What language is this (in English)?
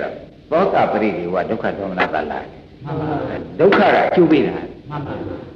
Burmese